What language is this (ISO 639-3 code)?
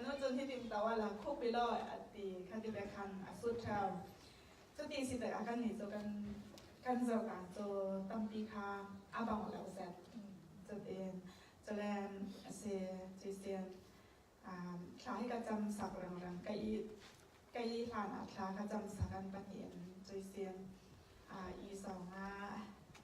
cfm